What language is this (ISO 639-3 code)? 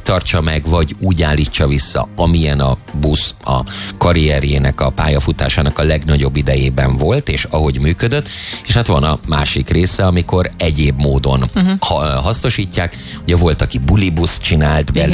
hun